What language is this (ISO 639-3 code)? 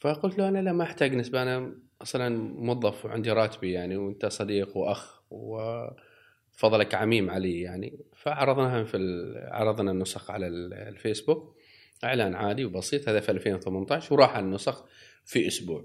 afb